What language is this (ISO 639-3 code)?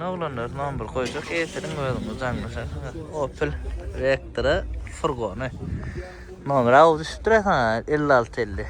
tuk